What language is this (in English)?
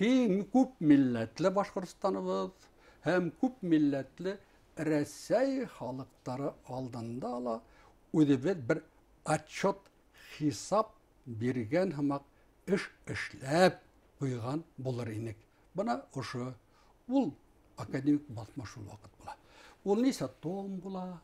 Bashkir